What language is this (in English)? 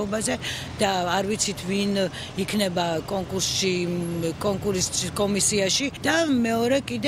Georgian